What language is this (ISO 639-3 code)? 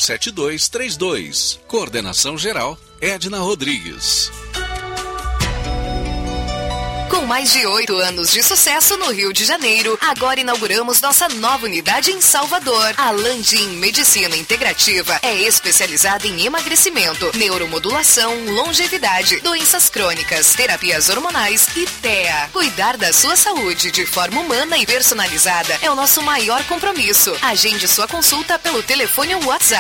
por